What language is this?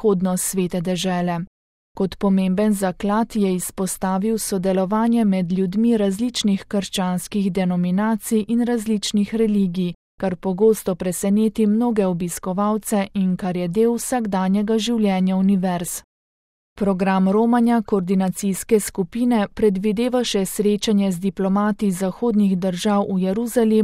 Slovenian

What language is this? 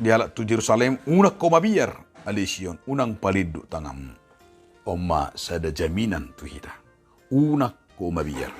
Batak Toba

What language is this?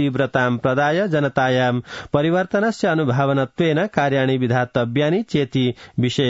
Sanskrit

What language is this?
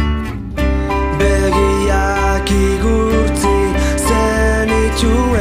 Basque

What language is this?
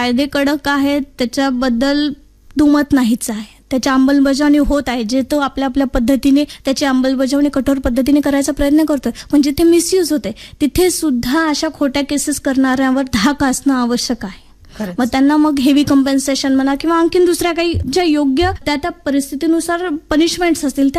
Marathi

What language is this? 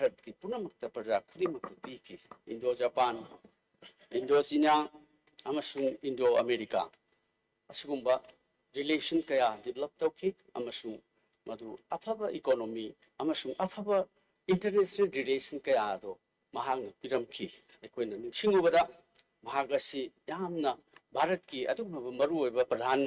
Manipuri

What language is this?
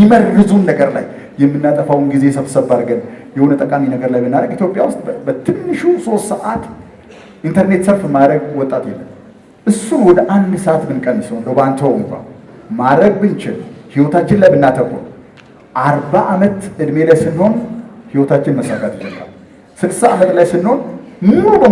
Amharic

